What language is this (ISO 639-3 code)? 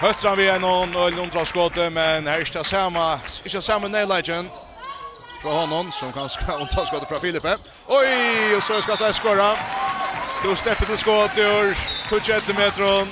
fao